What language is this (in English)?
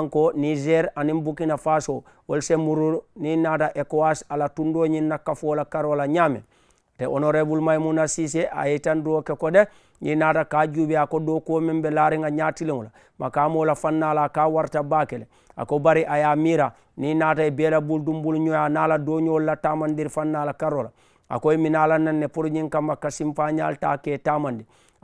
Mandingo